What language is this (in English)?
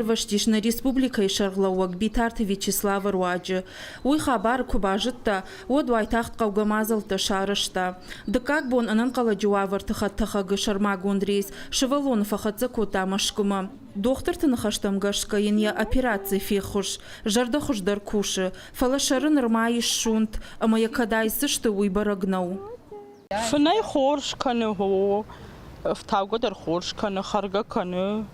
Ossetic